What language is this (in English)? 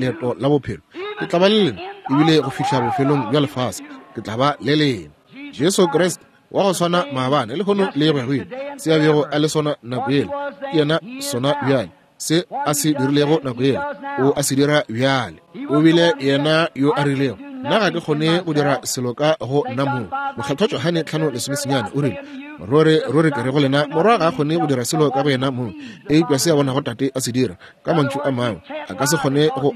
Northern Sotho